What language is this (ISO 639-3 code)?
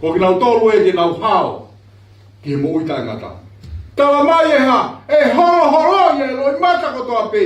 ton